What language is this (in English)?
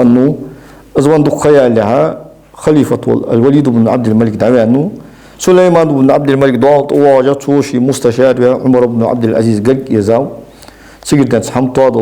Ingush